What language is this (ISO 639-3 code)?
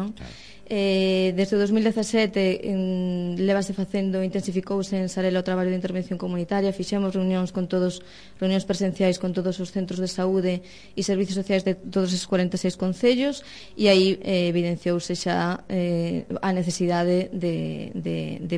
glg